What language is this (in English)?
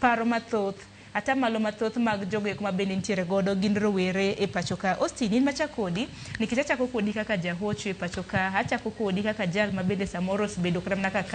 Luo (Kenya and Tanzania)